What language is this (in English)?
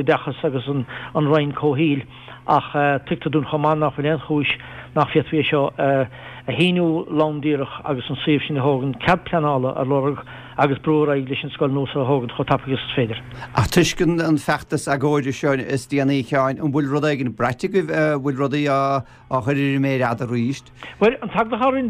Irish